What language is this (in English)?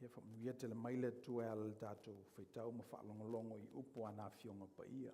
Samoan